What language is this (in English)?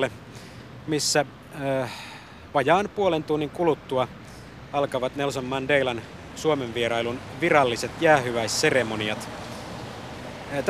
Finnish